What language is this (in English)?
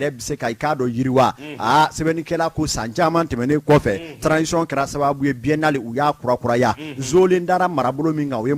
Bambara